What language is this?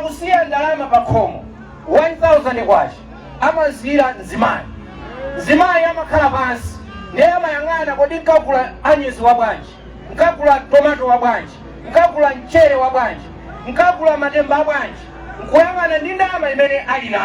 Nyanja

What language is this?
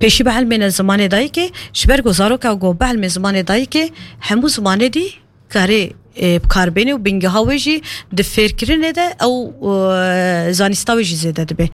Kurdish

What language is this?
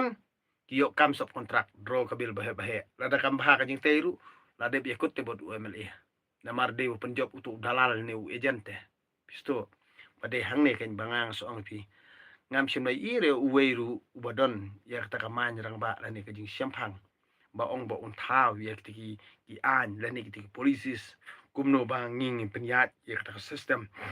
Khasi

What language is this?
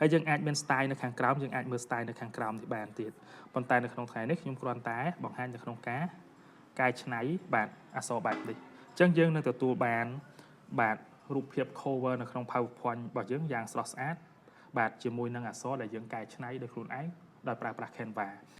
Khmer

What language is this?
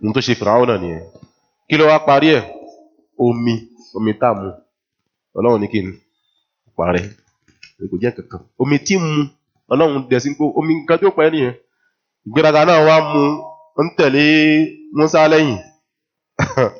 Yoruba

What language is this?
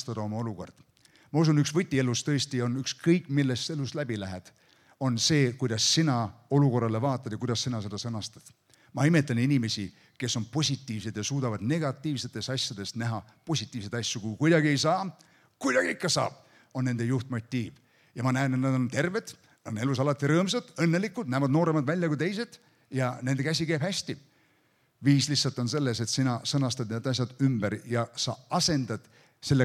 Estonian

